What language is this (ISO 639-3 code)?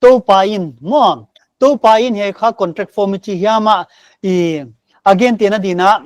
pck